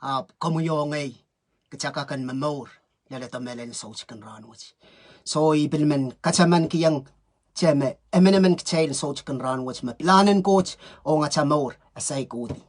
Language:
Pohnpeian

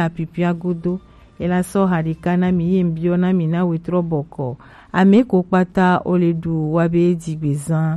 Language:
Gen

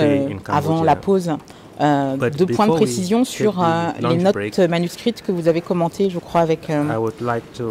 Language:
French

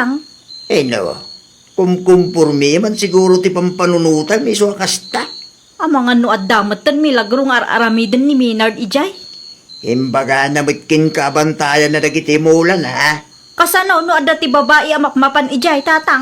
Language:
Iloko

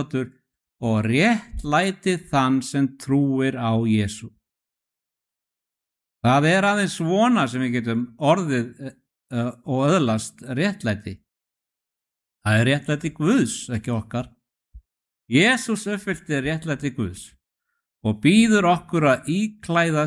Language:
Icelandic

